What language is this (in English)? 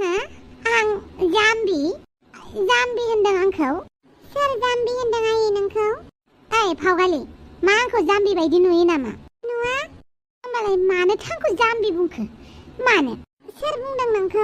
Bodo